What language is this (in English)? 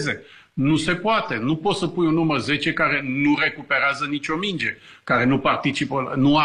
Romanian